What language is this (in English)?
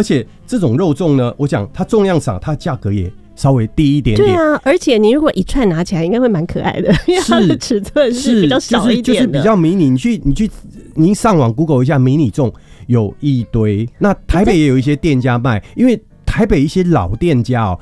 Chinese